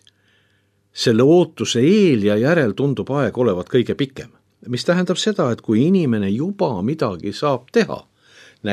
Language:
Estonian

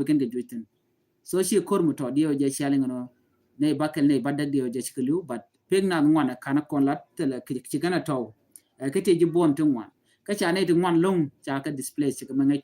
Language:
Nuer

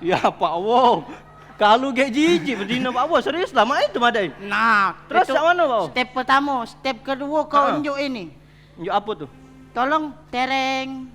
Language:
Musi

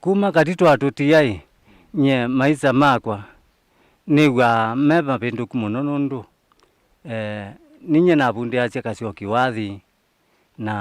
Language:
Kamba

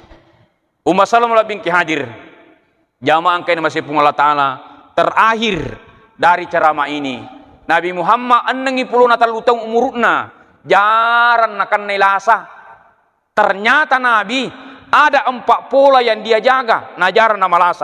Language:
Buginese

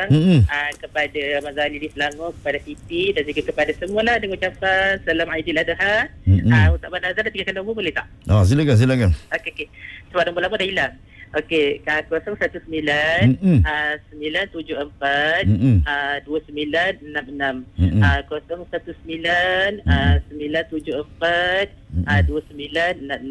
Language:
Malay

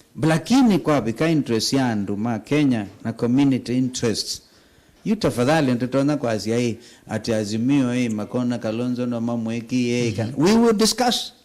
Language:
Kamba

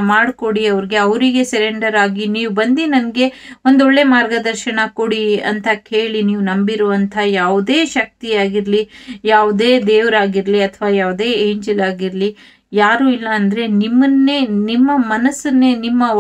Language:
Kannada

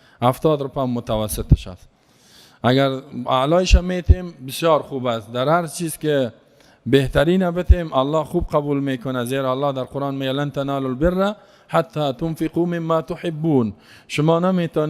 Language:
Persian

